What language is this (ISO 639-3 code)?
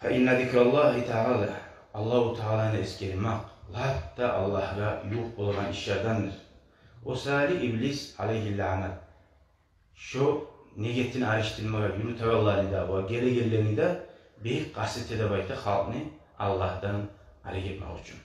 kum